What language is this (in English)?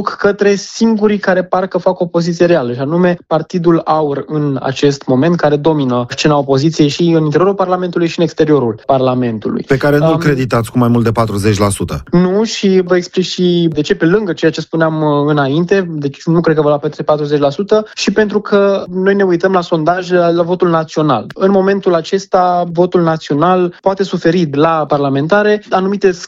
Romanian